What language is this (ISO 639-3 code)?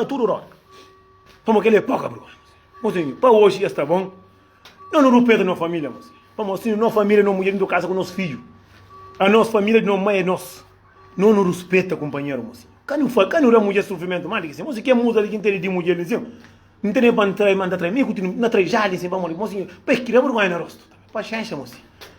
kea